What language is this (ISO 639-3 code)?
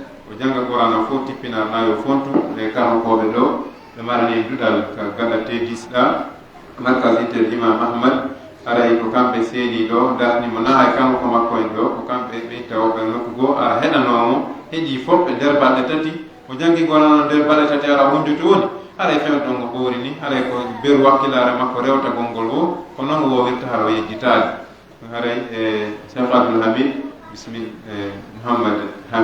fuf